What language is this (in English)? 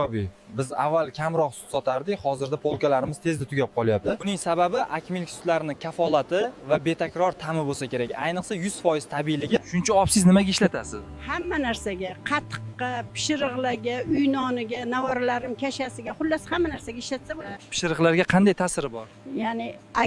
Uzbek